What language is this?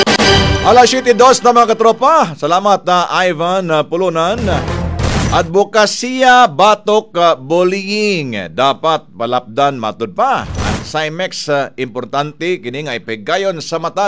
Cebuano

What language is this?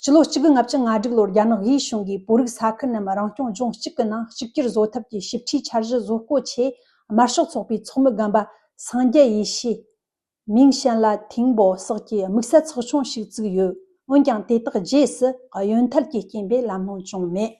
Tibetan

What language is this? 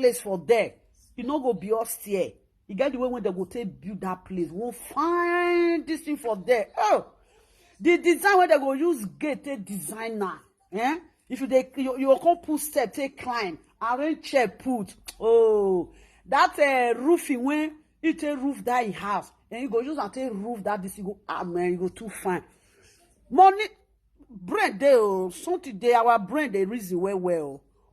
Nigerian Pidgin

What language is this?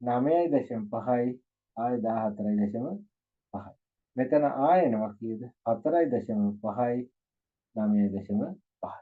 Sinhala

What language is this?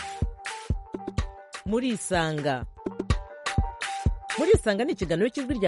Kinyarwanda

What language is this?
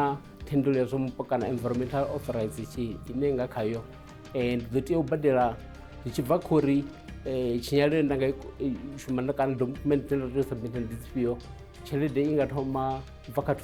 Venda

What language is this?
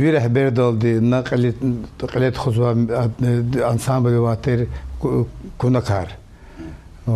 Lezghian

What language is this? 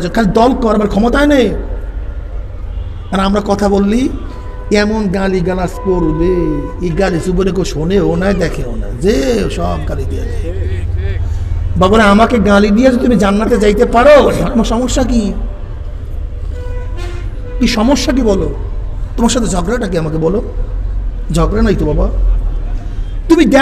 Bangla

